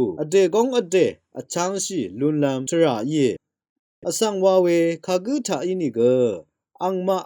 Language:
Rawang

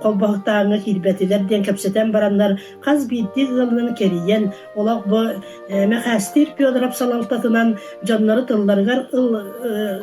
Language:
Yakut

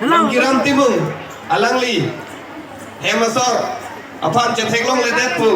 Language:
Karbi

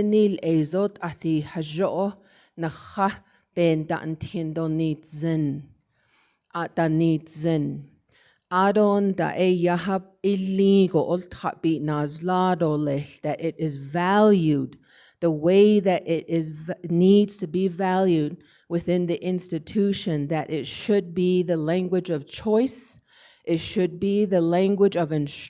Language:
Navajo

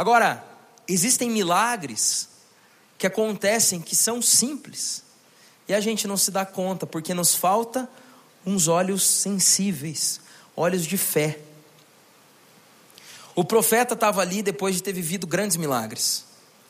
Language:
Portuguese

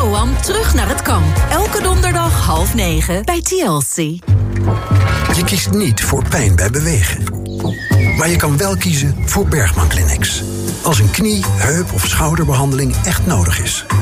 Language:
Dutch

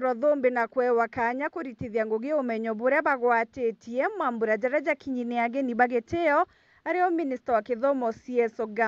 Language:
Meru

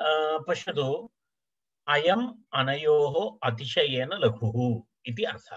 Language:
Sanskrit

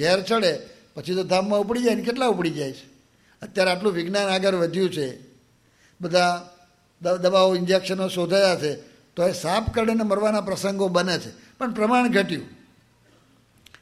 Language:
Gujarati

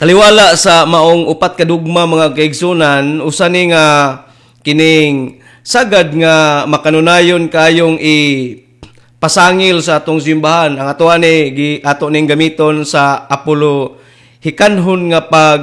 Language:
Cebuano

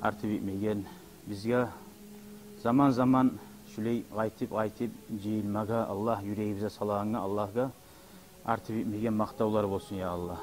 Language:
Kumyk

